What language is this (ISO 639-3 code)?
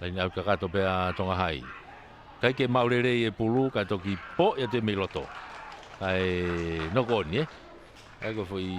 ton